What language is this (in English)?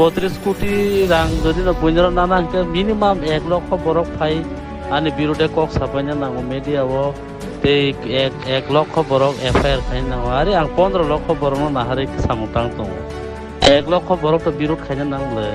Kok Borok